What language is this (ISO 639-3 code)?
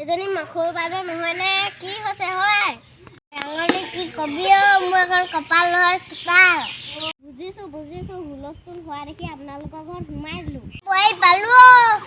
asm